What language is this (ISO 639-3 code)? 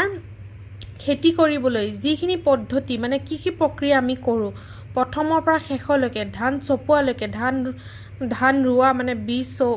asm